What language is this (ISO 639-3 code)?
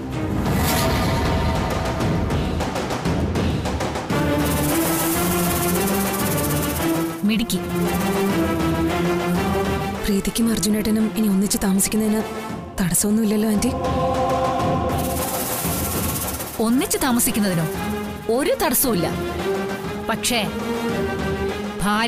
mal